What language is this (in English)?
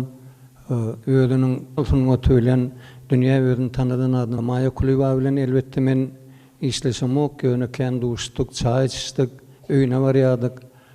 Turkmen